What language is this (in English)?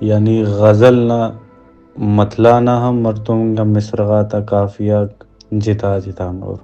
Brahui